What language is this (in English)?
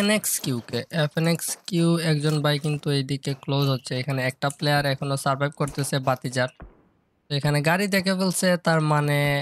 Bangla